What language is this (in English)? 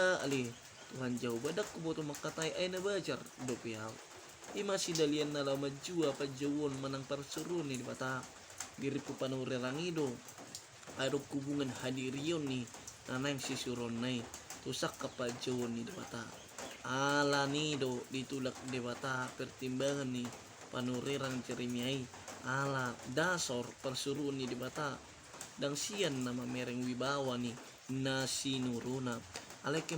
Batak Toba